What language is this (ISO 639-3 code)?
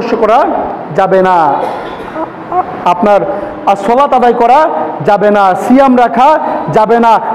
ben